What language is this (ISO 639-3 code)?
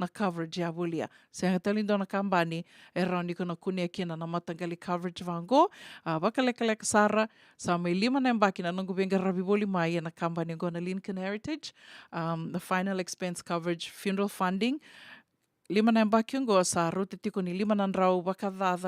fij